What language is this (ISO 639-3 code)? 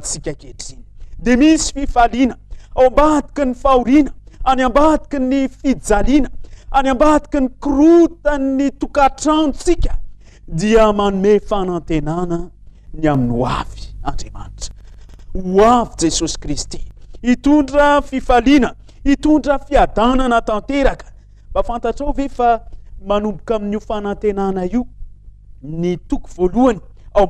mlg